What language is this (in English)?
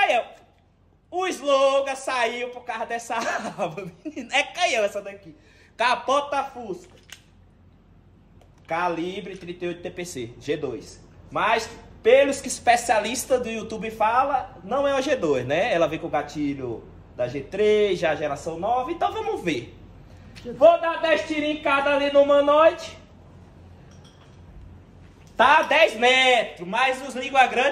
Portuguese